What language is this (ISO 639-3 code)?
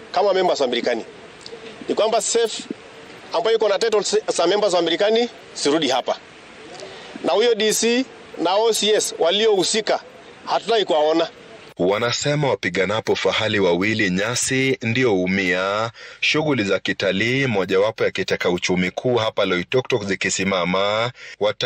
swa